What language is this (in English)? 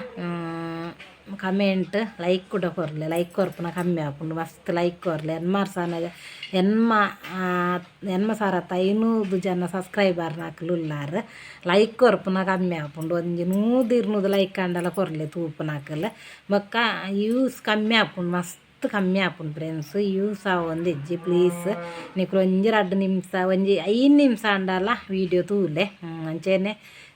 Tulu